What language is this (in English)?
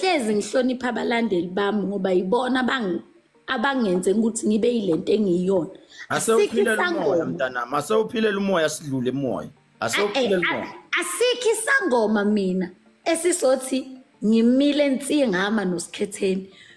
Zulu